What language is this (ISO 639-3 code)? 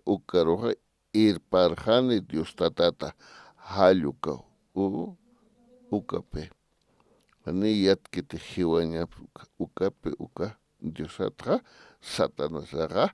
aym